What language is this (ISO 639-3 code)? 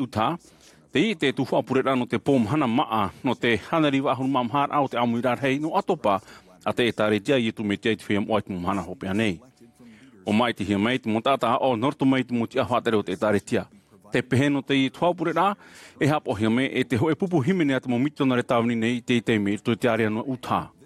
tah